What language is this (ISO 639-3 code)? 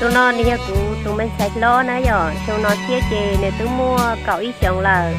hmn